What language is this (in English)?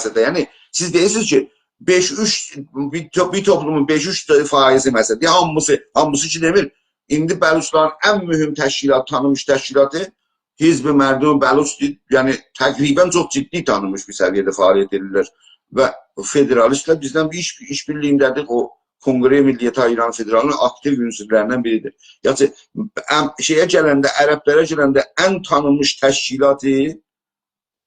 South Azerbaijani